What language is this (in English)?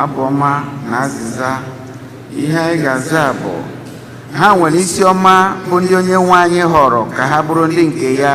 Igbo